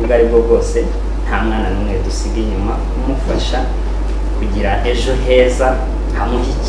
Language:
Kinyarwanda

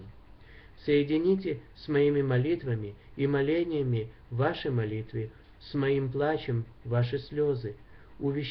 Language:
Russian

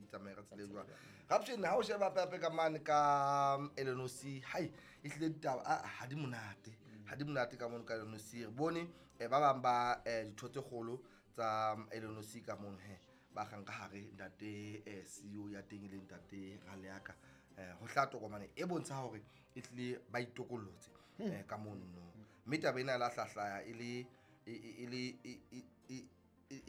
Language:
Southern Sotho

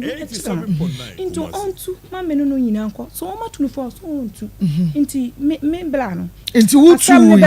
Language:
Akan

